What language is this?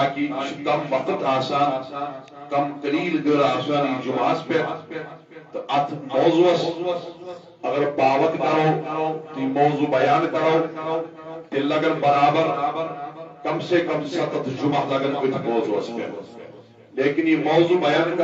Kashmiri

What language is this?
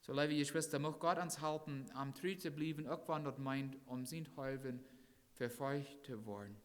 Plautdietsch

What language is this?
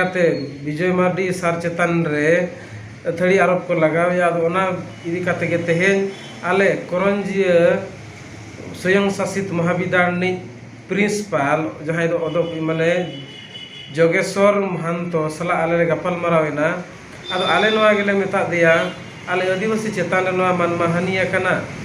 Santali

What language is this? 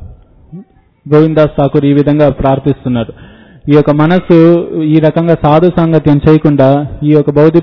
Telugu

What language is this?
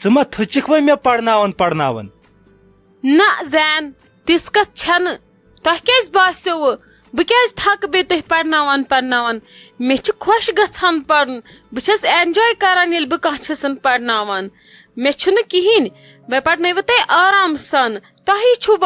Kashmiri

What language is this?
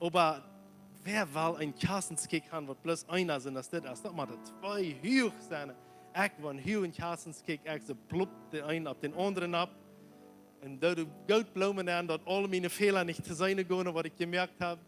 Plautdietsch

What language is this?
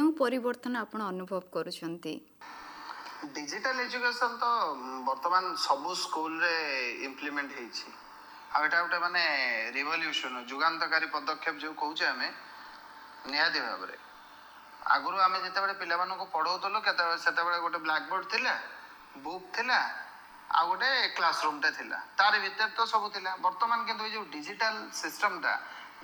Odia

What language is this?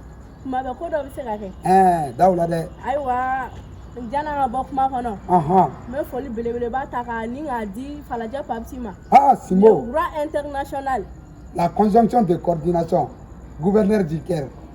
Bambara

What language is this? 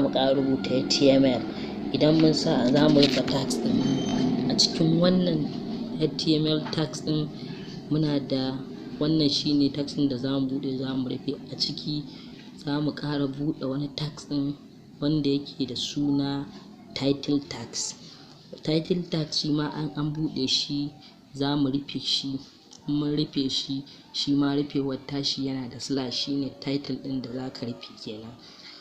Hausa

